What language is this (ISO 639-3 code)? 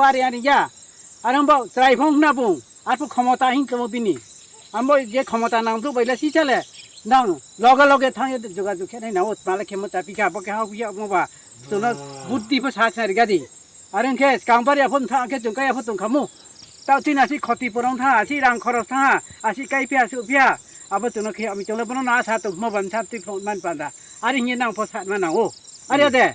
ria